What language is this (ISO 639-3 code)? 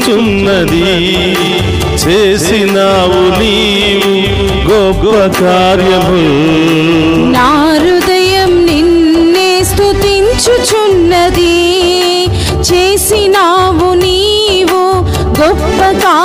tel